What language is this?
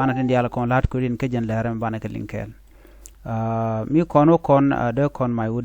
Nuer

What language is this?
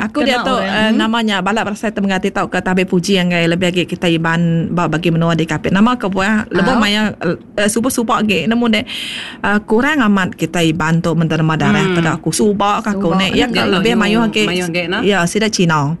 Iban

